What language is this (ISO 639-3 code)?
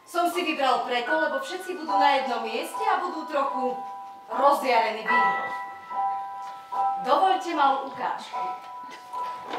slk